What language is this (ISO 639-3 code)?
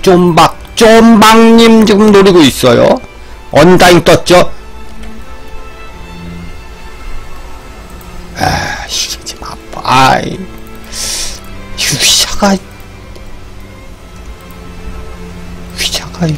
kor